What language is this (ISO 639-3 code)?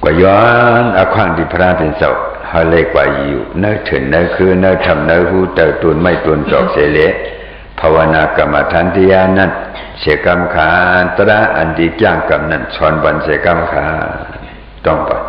shn